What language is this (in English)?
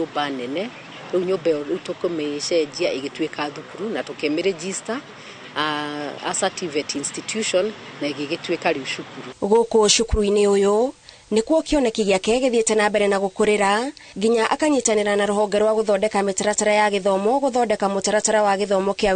Kikuyu